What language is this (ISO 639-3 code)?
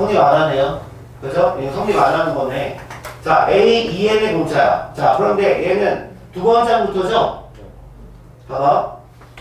kor